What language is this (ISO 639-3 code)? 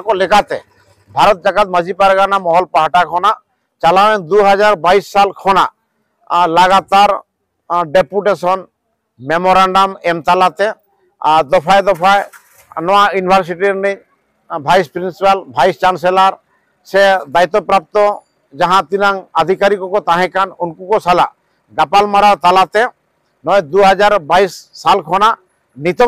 sat